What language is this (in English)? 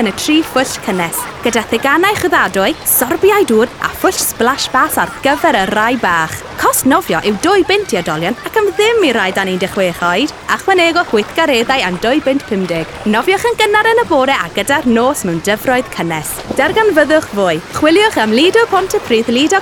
Welsh